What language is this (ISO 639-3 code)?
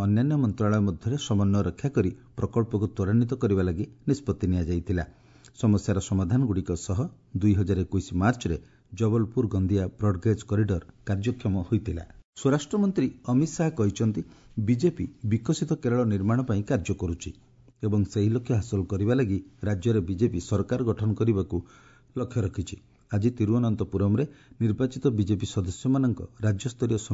ori